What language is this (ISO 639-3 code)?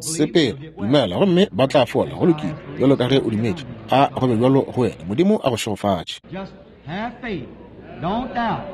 nso